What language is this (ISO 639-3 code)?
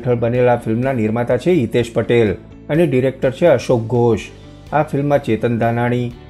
guj